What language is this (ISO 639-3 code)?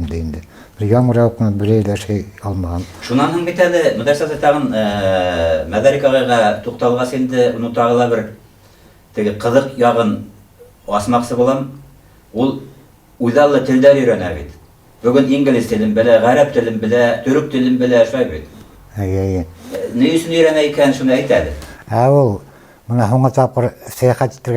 bak